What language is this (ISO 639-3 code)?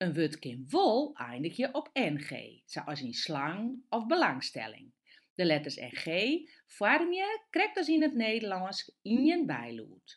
fry